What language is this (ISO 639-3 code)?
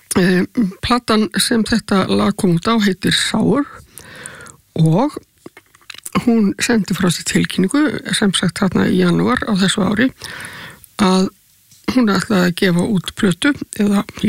isl